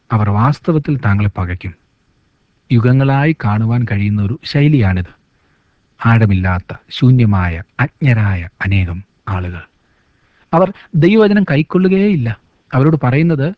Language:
Malayalam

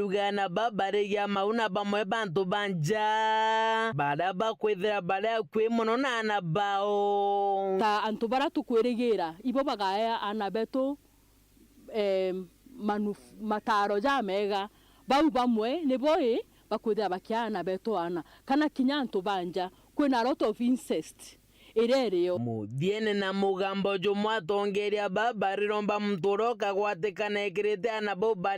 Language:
Meru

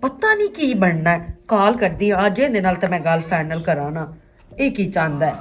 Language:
Western Panjabi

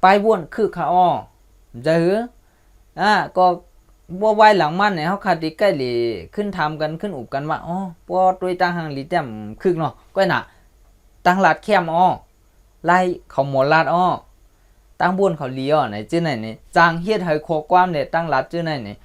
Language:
Shan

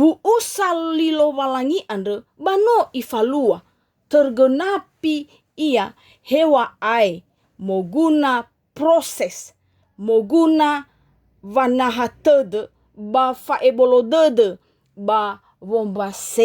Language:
Nias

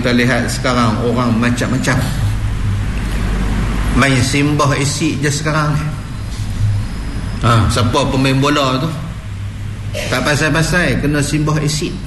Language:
Malay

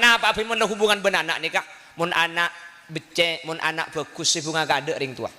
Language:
Madurese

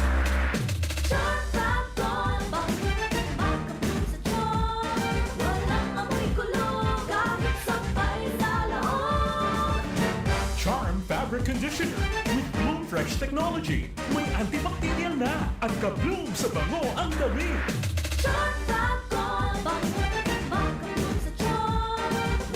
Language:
Bikol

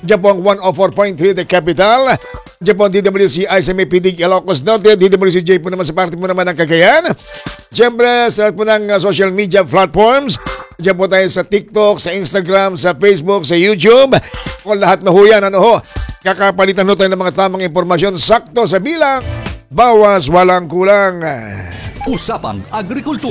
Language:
Filipino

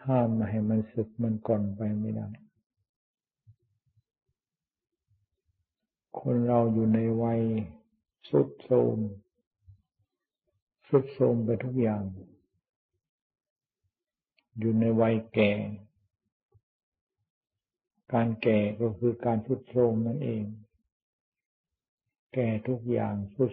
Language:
Thai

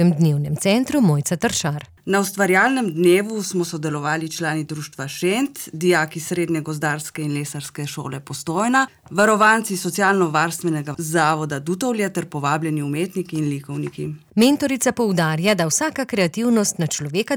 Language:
Slovenian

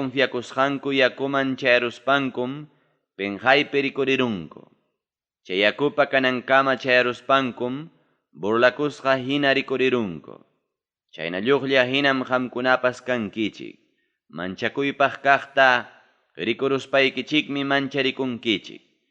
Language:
Ayacucho Quechua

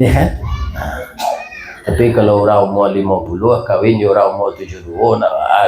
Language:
Minangkabau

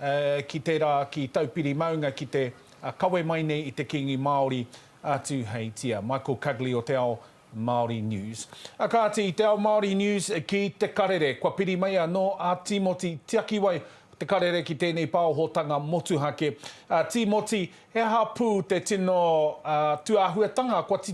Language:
Māori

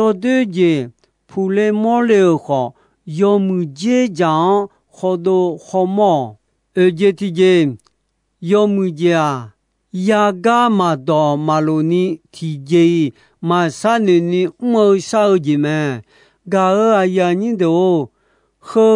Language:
Akha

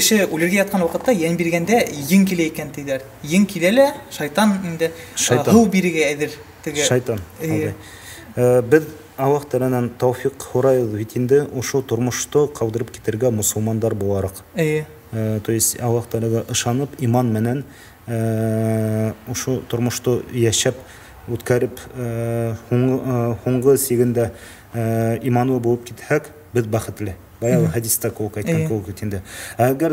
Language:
Bashkir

